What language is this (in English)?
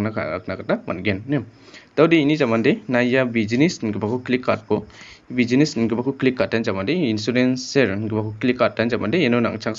Garo